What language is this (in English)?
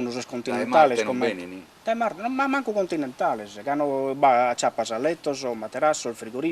Sardinian